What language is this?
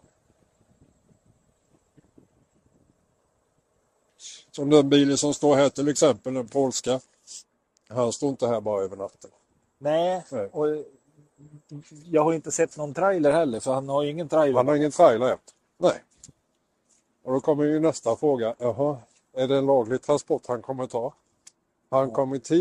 Swedish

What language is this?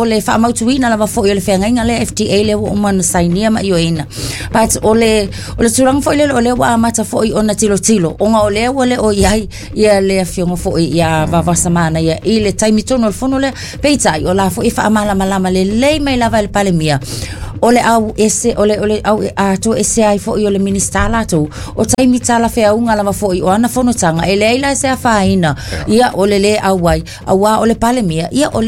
Samoan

